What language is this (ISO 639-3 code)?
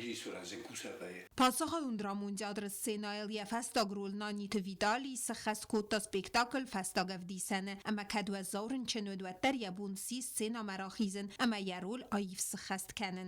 oss